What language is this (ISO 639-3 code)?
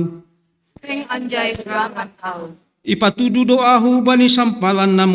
bts